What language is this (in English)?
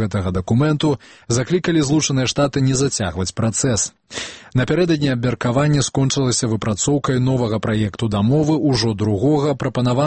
Belarusian